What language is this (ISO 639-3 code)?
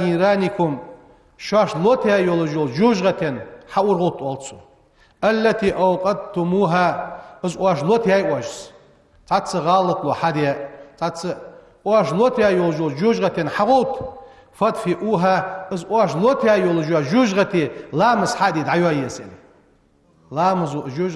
inh